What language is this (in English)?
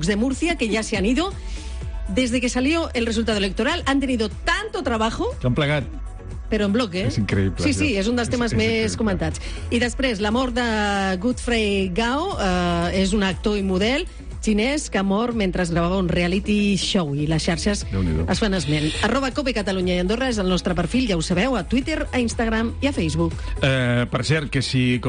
Catalan